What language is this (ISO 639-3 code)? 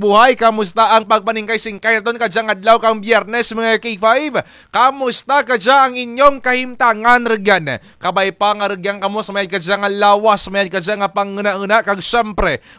krj